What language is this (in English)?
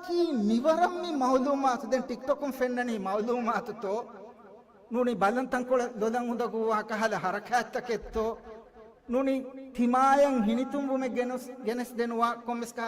Divehi